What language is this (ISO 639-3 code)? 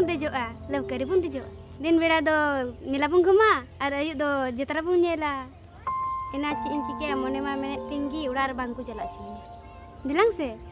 sat